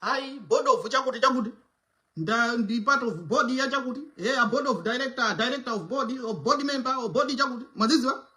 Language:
Nyanja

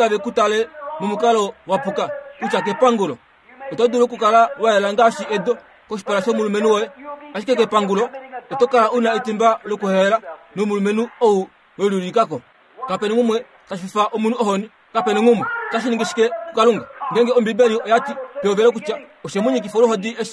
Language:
Kuanyama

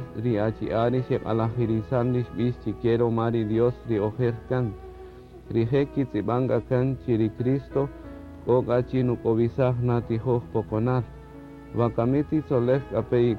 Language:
Kaqchikel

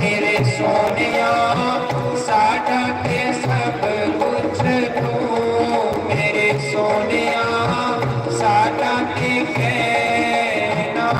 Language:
Dogri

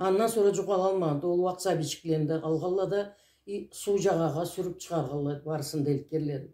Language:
Karachay-Balkar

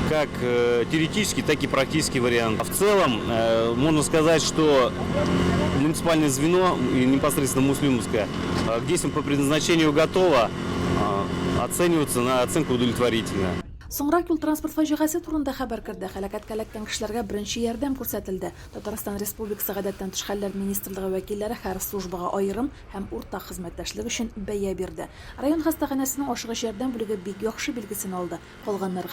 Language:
Tatar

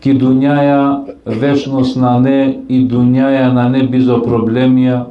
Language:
Balkan Romani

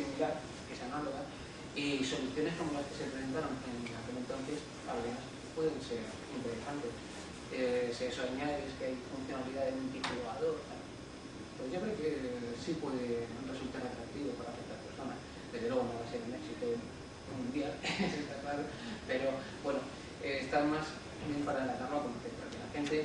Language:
Spanish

